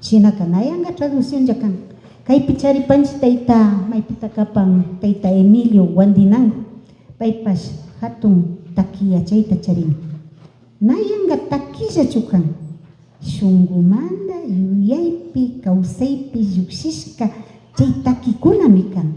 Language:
Imbabura Highland Quichua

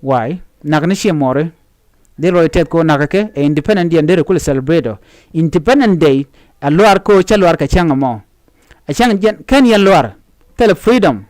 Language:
Nuer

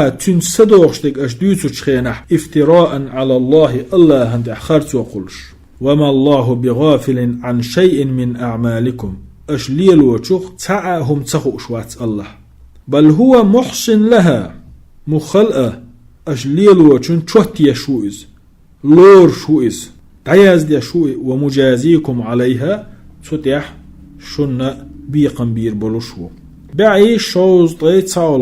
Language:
Chechen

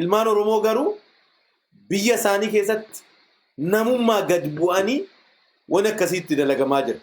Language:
Oromo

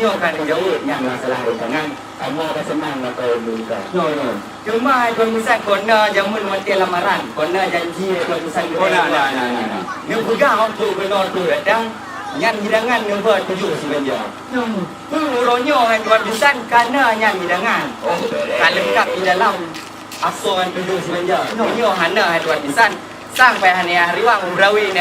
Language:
Achinese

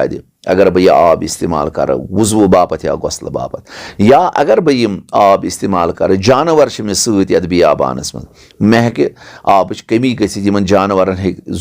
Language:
Kashmiri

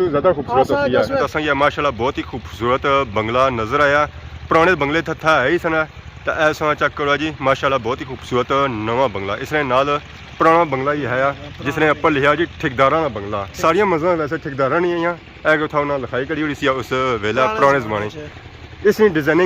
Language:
Pahari-Potwari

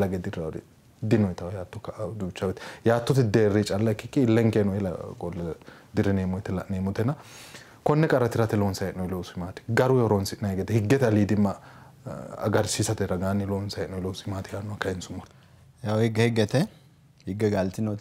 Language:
Sidamo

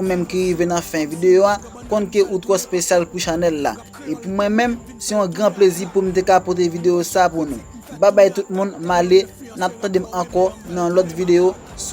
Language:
Haitian Creole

